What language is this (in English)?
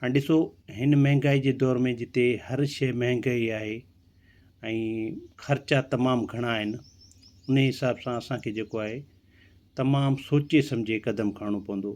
Sindhi